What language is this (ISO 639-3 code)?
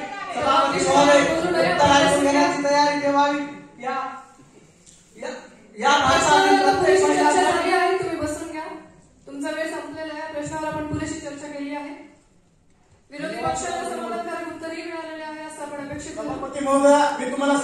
mar